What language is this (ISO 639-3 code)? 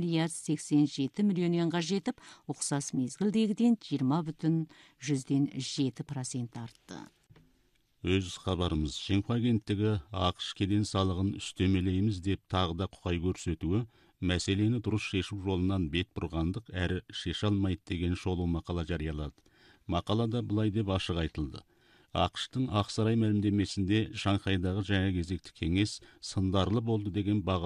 kaz